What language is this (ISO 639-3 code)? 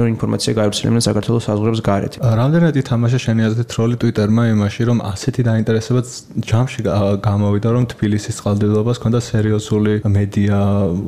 kat